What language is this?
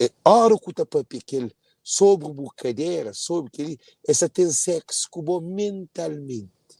Kabuverdianu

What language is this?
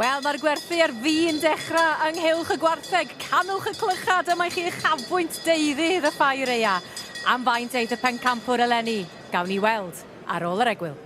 Welsh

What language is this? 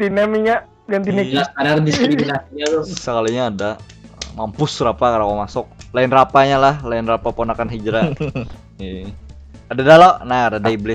Banjar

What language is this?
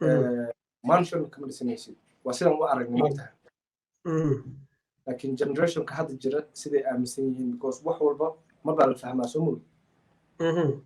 Somali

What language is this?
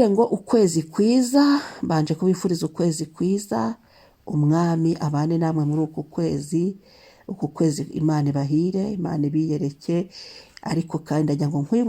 Kinyarwanda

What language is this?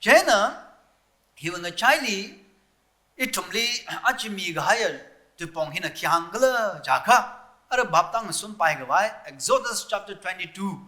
Tangkhul Naga (India)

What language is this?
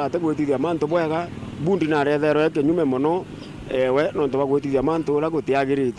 Meru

